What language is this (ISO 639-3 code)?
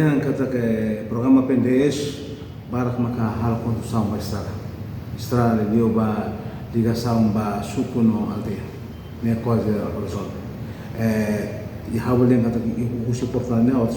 tet